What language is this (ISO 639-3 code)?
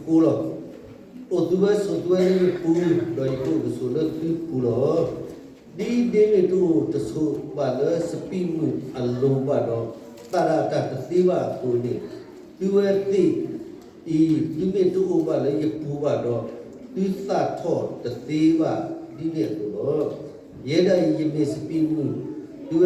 ksw